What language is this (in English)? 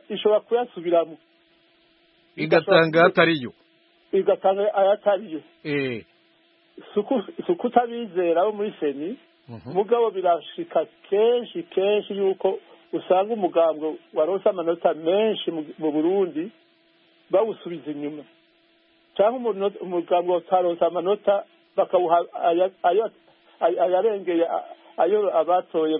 Kinyarwanda